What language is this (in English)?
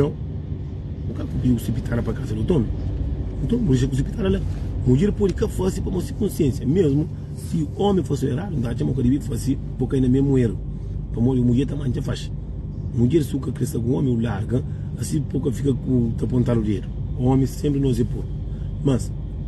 Kabuverdianu